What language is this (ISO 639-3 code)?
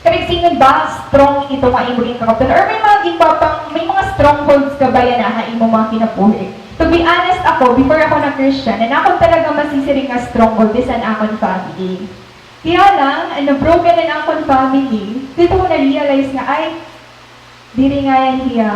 war